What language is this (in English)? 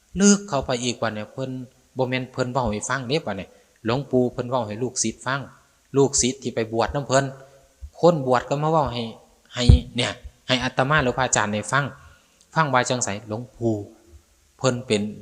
Northeastern Thai